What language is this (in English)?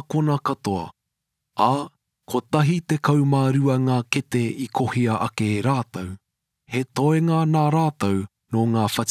Māori